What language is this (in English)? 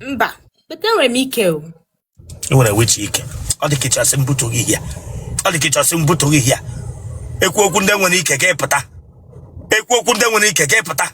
Igbo